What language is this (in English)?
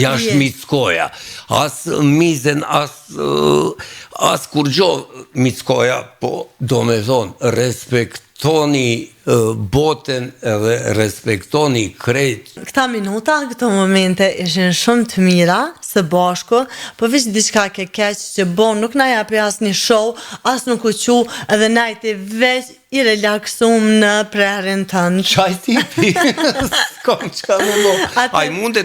Albanian